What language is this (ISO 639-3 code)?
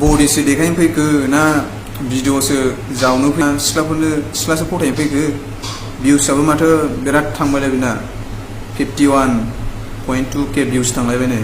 brx